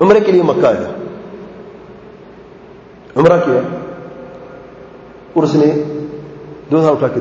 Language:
Urdu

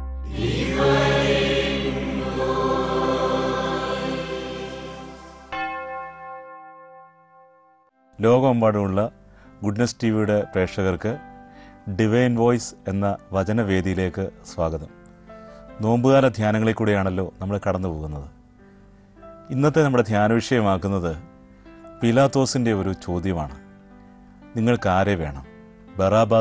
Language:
Malayalam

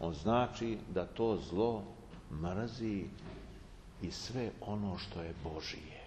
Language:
Serbian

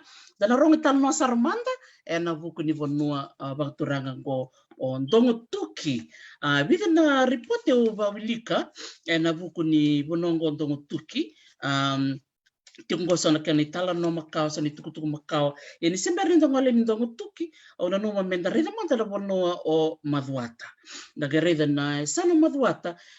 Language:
Fijian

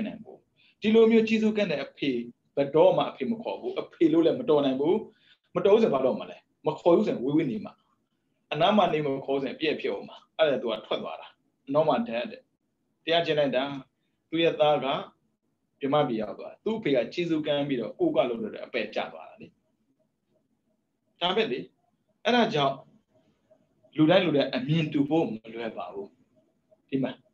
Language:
Burmese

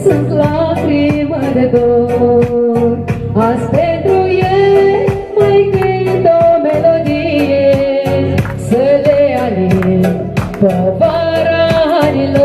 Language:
Romanian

